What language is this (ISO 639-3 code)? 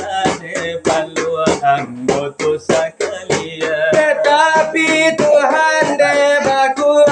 min